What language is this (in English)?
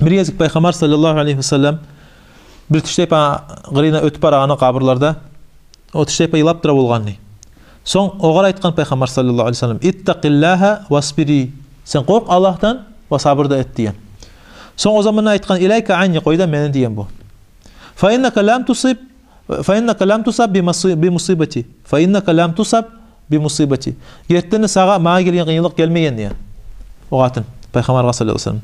Kumyk